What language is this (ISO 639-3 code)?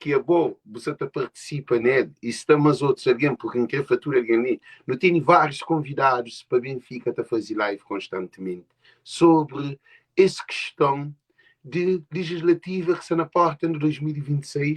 kea